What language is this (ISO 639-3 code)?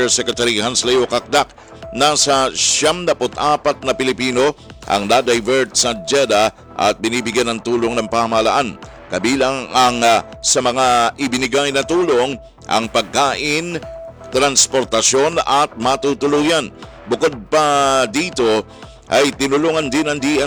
fil